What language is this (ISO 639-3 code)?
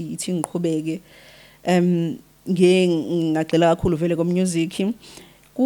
zul